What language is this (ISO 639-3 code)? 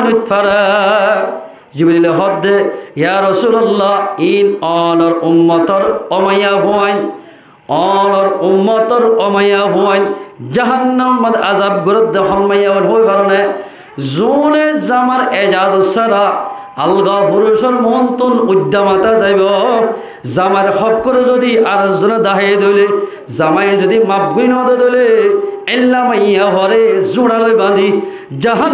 rhg